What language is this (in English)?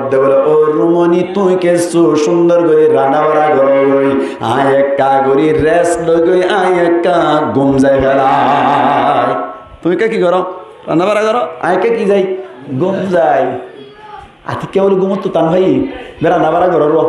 Rohingya